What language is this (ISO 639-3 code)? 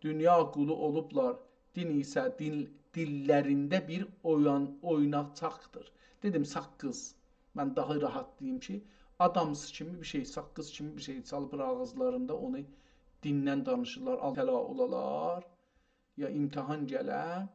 azb